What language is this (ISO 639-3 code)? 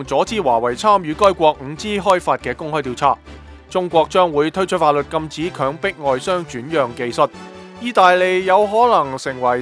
yue